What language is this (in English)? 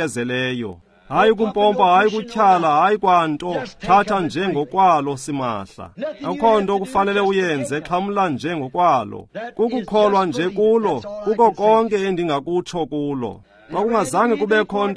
Xhosa